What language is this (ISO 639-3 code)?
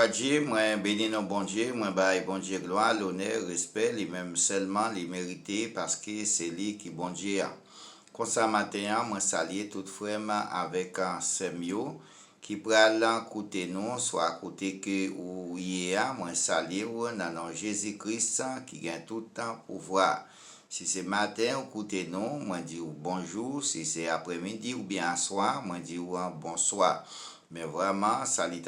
hat